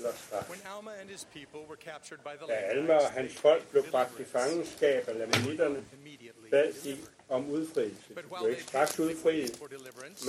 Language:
Danish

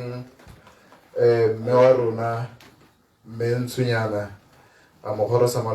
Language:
Tswana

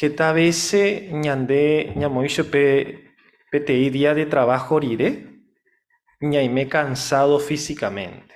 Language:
Guarani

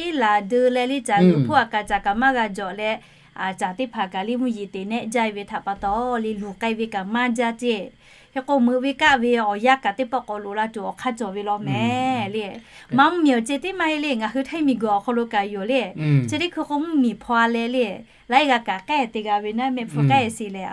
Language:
Lahu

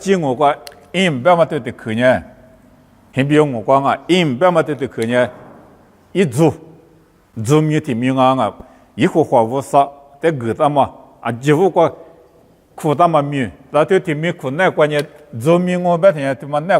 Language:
Lisu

